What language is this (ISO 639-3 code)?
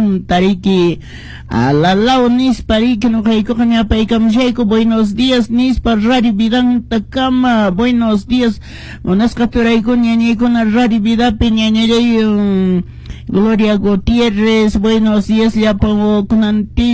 que